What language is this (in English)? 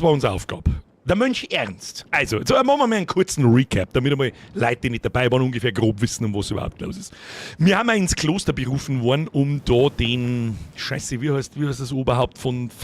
Bavarian